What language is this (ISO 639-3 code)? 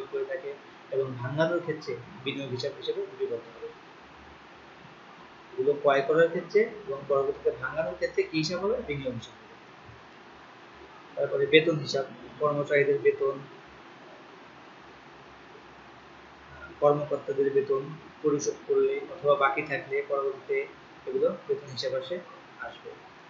ben